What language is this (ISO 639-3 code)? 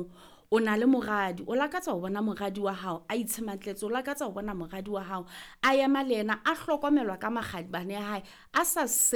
sot